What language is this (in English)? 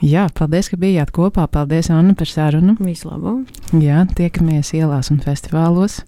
Latvian